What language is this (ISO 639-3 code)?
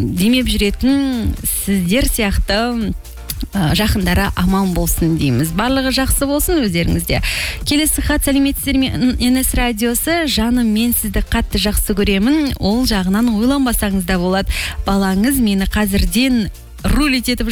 kaz